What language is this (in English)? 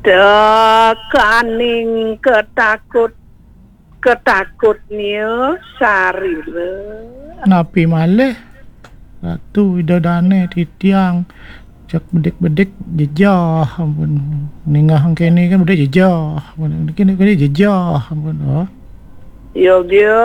Balinese